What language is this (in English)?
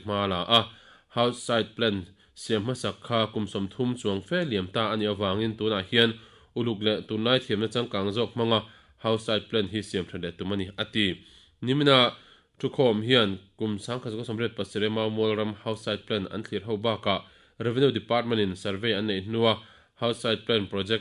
Mizo